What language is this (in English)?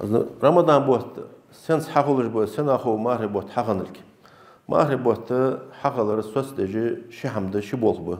Ingush